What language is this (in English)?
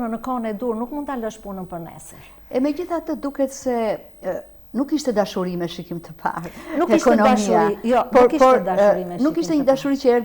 Albanian